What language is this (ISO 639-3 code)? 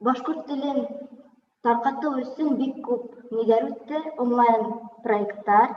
bak